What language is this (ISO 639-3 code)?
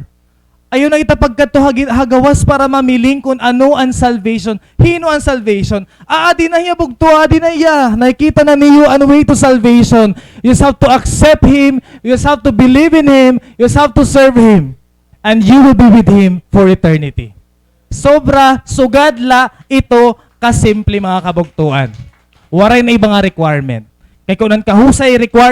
war